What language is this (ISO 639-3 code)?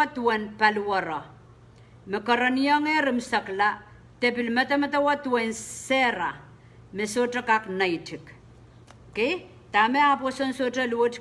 pon